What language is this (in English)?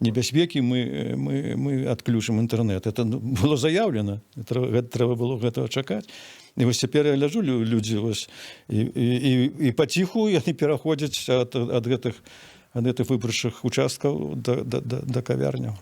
Belarusian